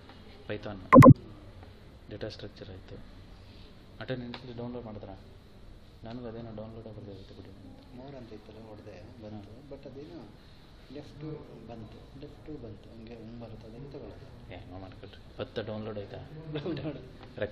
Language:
Kannada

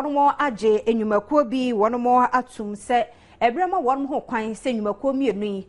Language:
Akan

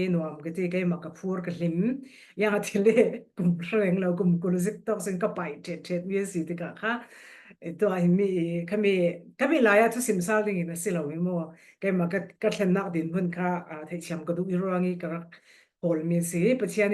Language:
Falam Chin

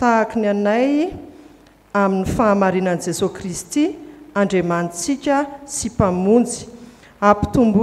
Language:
Malagasy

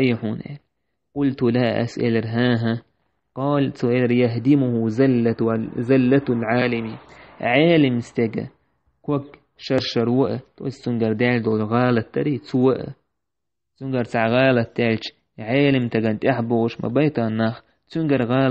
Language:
Chechen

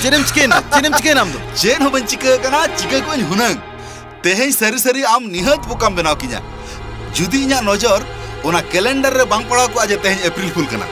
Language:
Santali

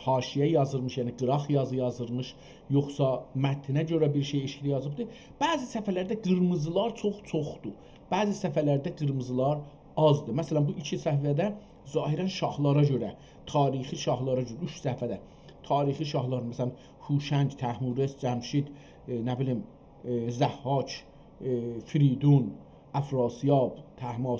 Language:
South Azerbaijani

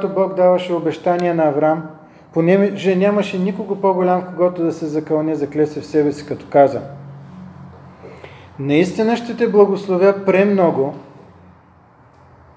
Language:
Bulgarian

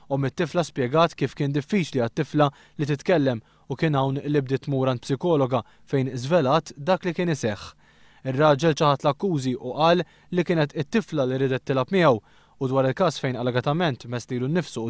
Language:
Maltese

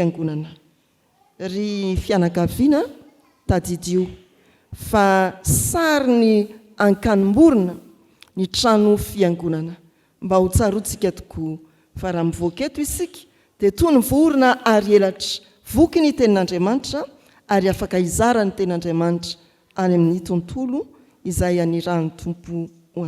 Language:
Malagasy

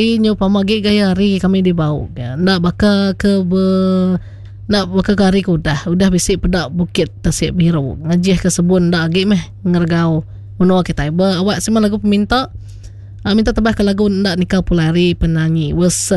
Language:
Iban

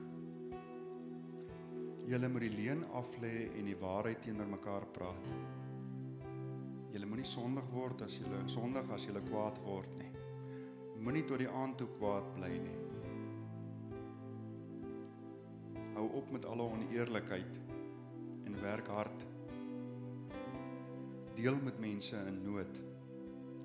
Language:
Afrikaans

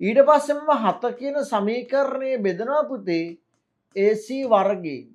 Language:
Sinhala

